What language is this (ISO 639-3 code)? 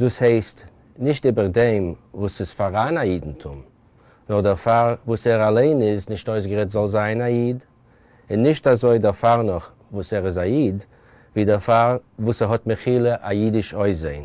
yid